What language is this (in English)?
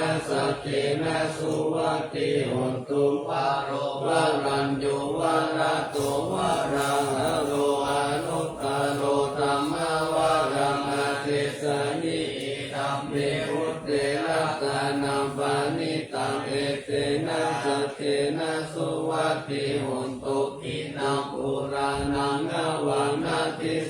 Pali